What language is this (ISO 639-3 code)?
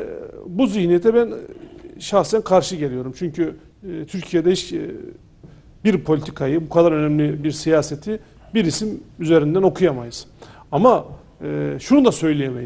tur